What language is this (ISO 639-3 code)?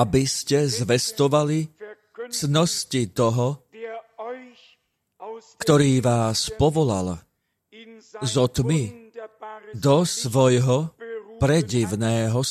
slk